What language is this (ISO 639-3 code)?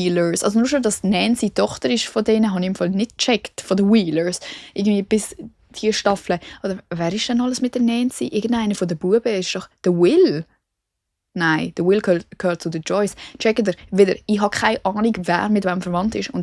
gsw